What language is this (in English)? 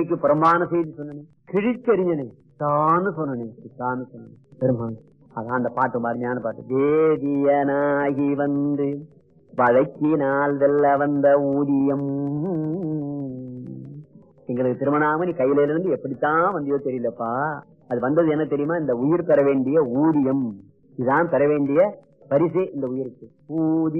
Tamil